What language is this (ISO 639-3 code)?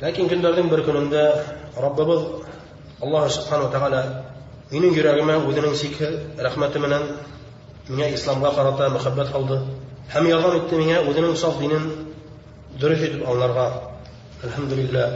bak